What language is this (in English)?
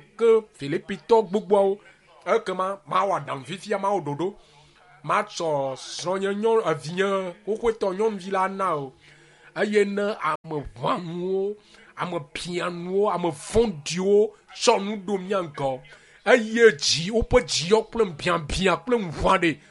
Ewe